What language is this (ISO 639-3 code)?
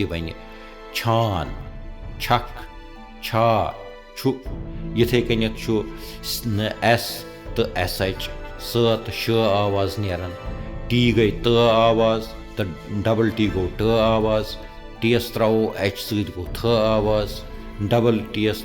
kas